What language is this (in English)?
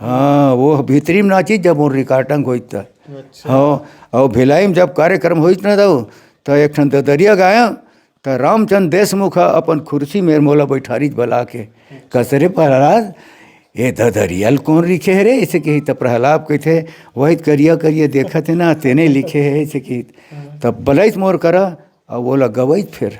Chhattisgarhi